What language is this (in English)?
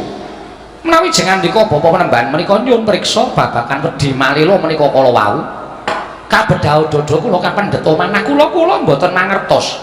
Javanese